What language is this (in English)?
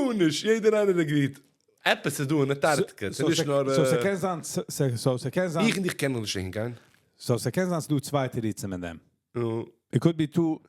Yiddish